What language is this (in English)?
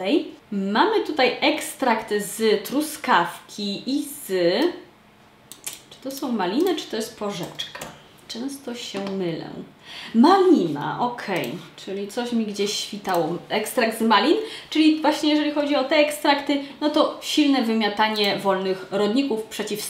Polish